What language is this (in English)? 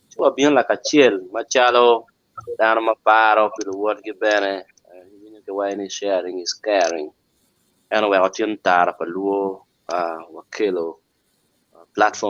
Acoli